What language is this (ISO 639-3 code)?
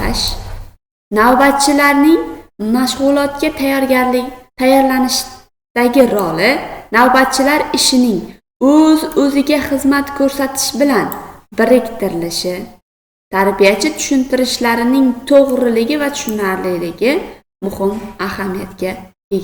uzb